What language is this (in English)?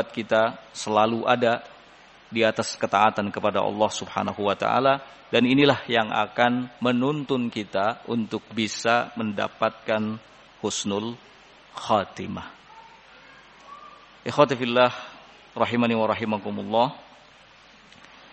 Indonesian